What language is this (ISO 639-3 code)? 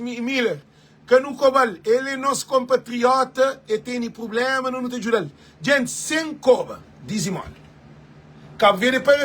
kea